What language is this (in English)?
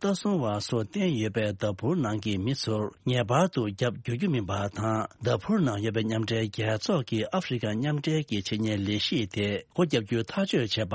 Tibetan